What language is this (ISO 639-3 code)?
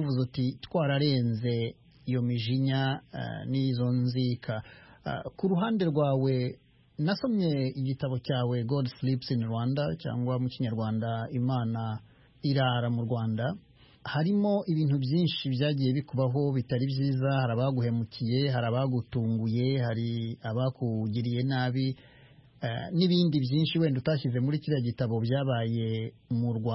kin